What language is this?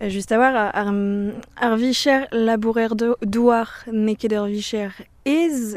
Breton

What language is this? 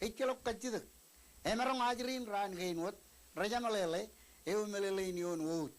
Marshallese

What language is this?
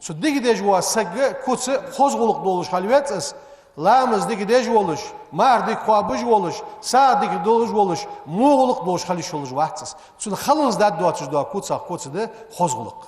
Ingush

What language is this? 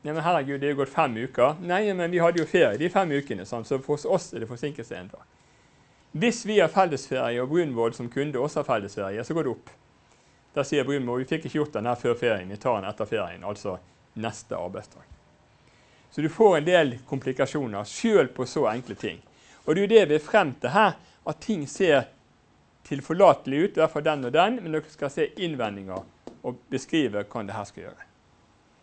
Norwegian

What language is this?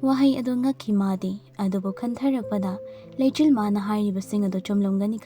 Manipuri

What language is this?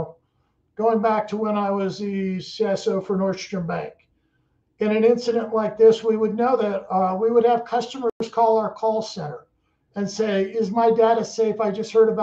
English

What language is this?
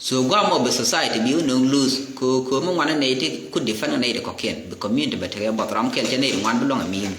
Nuer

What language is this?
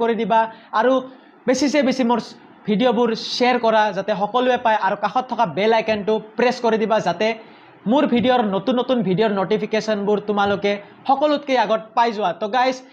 Assamese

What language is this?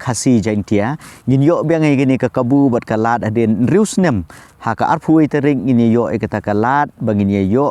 Khasi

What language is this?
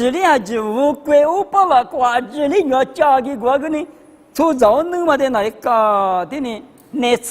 Lisu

